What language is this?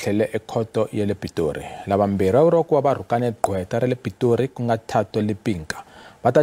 Tsonga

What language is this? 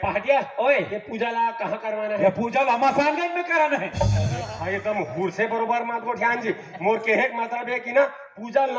Chhattisgarhi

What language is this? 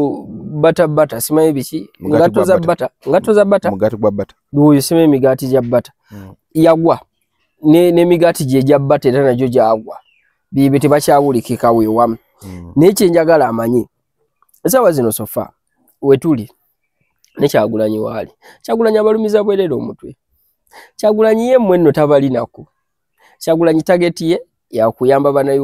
Ganda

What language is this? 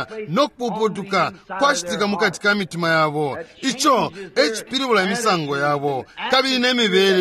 Bemba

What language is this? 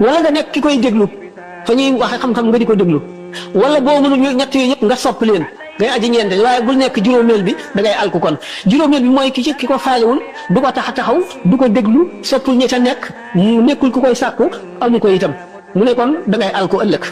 Wolof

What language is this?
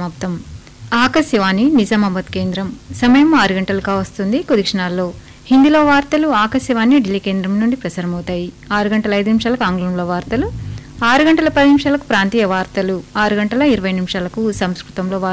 Telugu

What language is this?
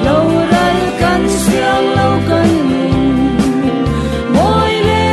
Falam Chin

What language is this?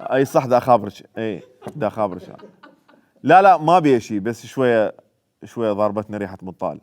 Mesopotamian Arabic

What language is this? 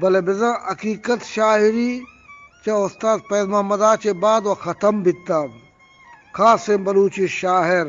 Eastern Balochi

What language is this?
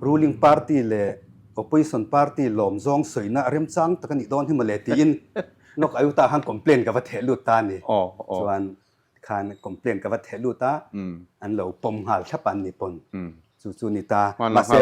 Mizo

